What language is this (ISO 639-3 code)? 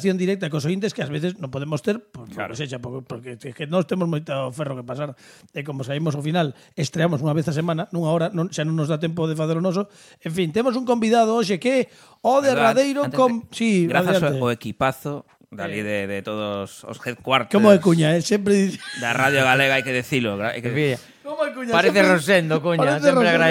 glg